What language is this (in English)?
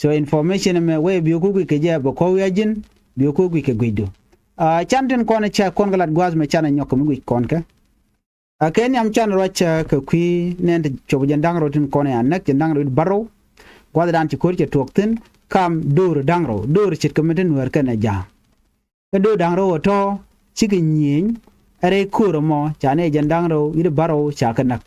Nuer